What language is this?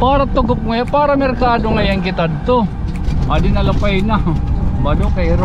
Waray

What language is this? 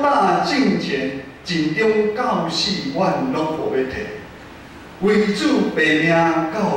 Min Nan Chinese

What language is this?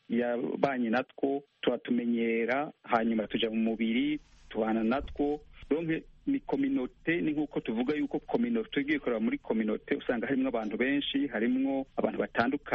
Kinyarwanda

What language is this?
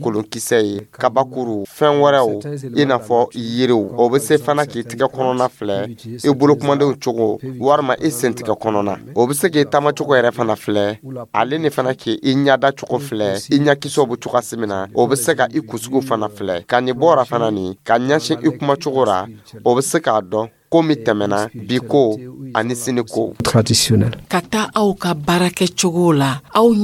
Dyula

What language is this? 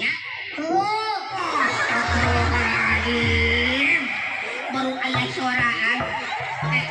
Sundanese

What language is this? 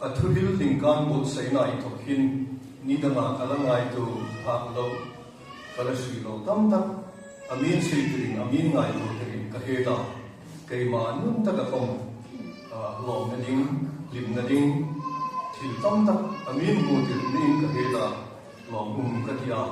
Hmar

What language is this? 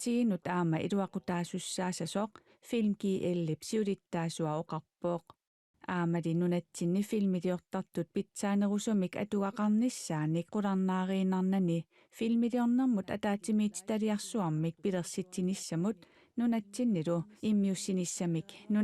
Kalaallisut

